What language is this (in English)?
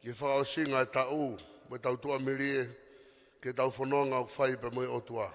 Tongan